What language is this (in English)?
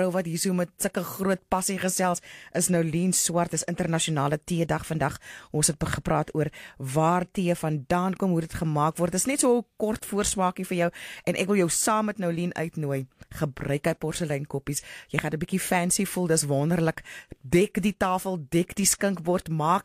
Afrikaans